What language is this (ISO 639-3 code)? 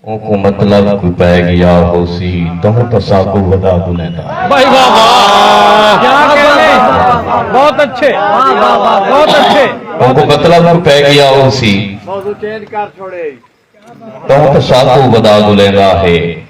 skr